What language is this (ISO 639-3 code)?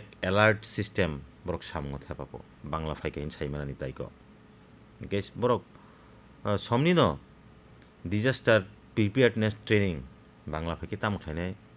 trp